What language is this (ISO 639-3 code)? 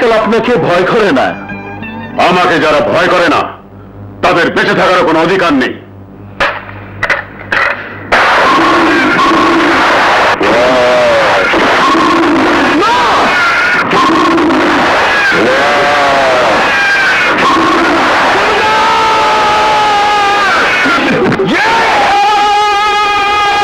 ben